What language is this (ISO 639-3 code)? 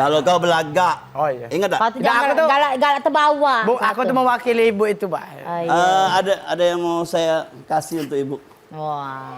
mui